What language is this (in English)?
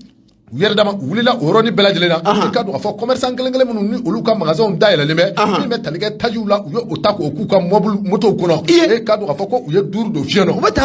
Bambara